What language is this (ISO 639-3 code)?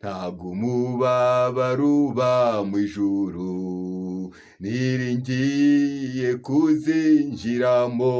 kin